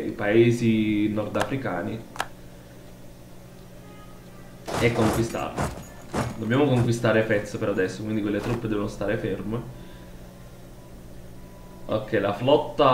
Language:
Italian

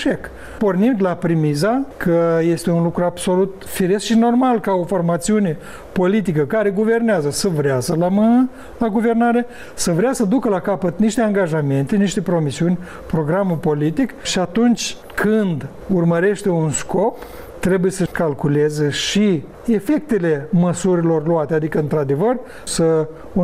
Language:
Romanian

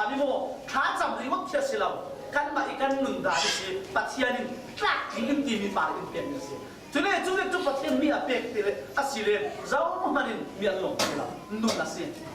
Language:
Falam Chin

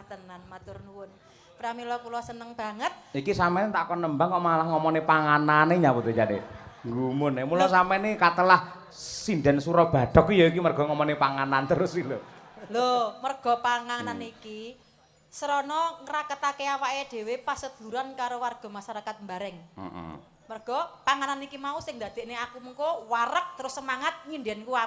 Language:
Javanese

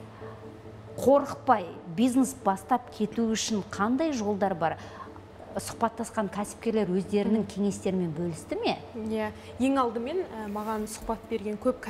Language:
Kazakh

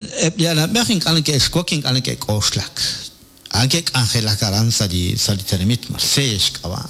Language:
Kekchí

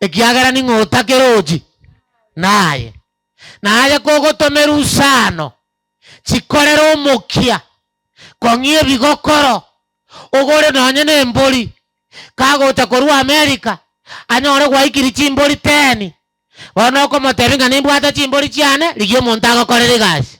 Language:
Gusii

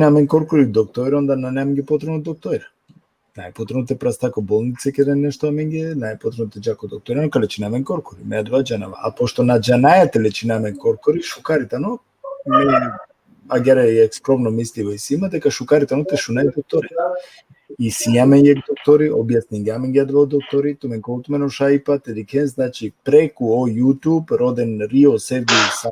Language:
Balkan Romani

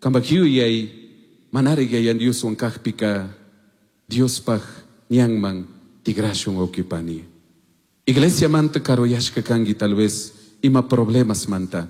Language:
Chimborazo Highland Quichua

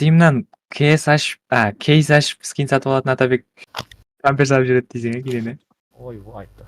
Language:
Kara-Kalpak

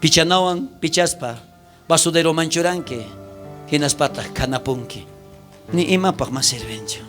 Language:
South Bolivian Quechua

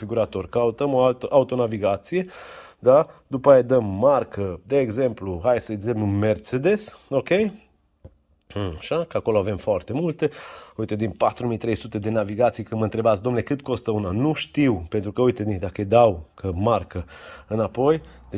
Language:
Romanian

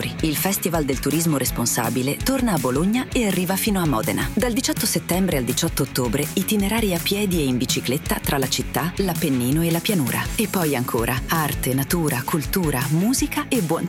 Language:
Italian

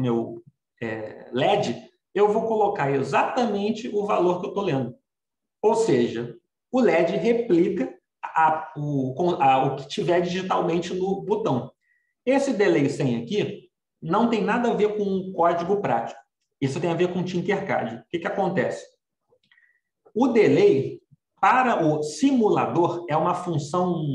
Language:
Portuguese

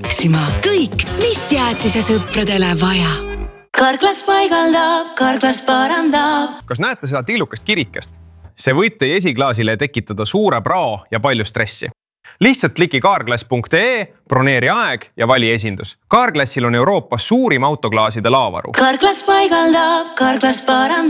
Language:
Estonian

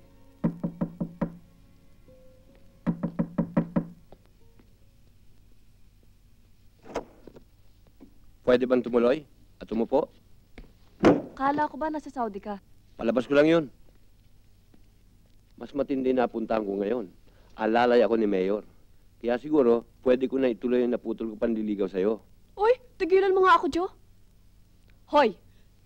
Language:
Filipino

